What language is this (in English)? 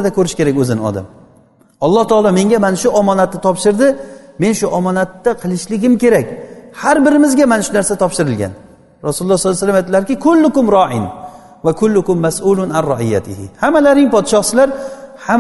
Uzbek